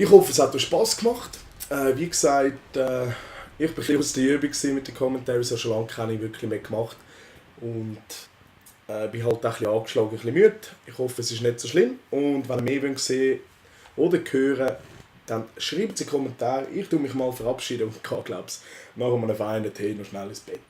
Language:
Swiss German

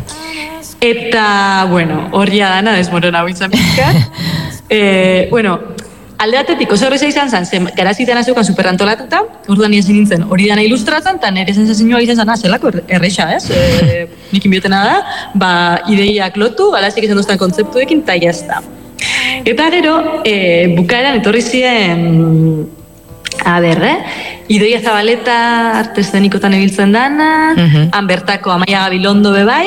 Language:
Basque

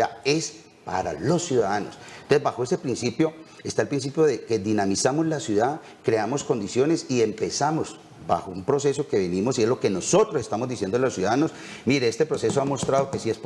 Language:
Spanish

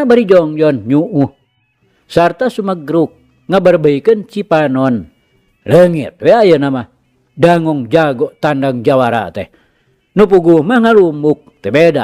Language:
Sundanese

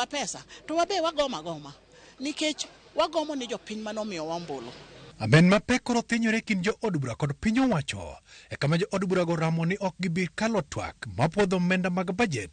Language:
Luo (Kenya and Tanzania)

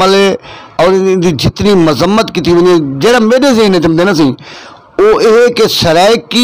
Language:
Saraiki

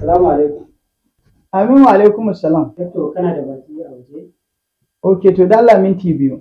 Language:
Hausa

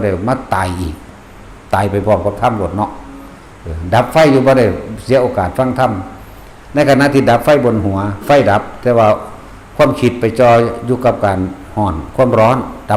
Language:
Northeastern Thai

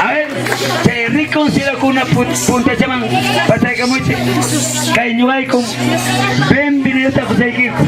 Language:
Ayacucho Quechua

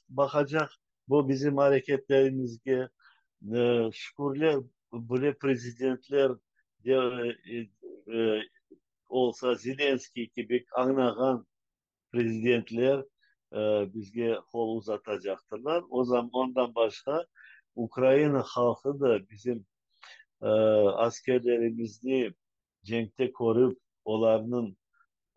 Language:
Crimean Tatar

